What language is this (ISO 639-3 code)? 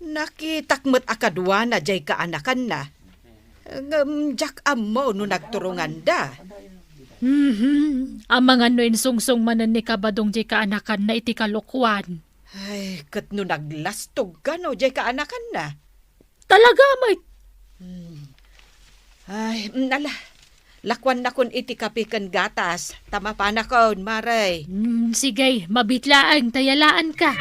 ilo